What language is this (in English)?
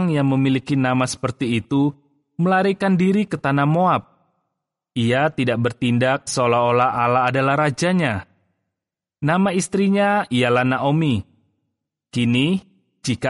Indonesian